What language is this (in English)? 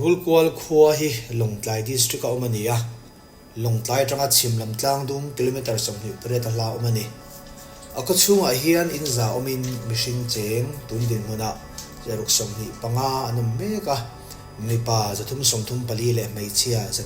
Mizo